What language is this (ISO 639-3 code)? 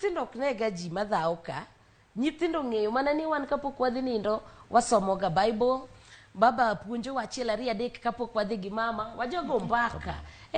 luo